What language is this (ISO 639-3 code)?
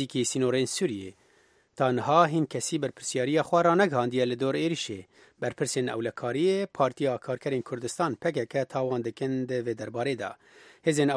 kur